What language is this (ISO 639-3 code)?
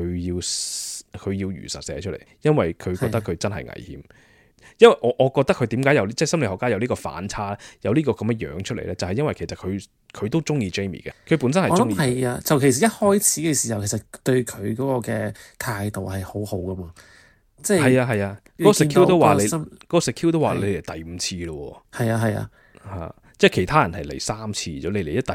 yue